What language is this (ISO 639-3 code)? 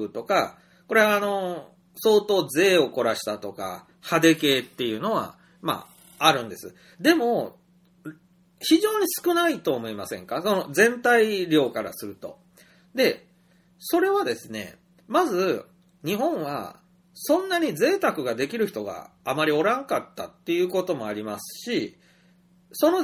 jpn